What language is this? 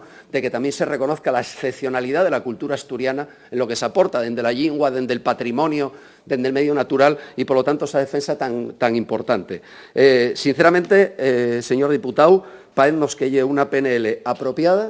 Asturian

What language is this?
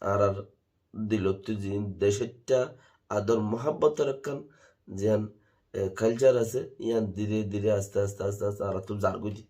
Rohingya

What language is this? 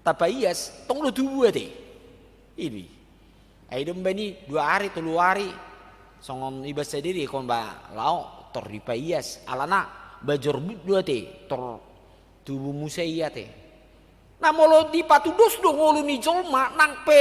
Batak Toba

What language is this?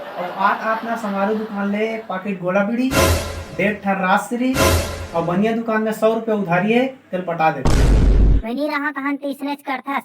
Chhattisgarhi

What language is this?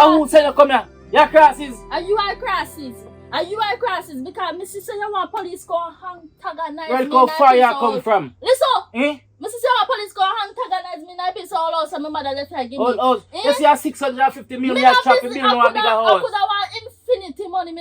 Jamaican Creole English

